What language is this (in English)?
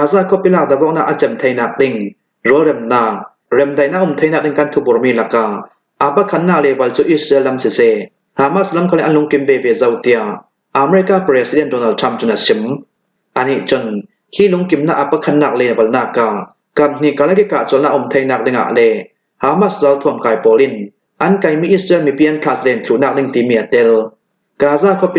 Hakha Chin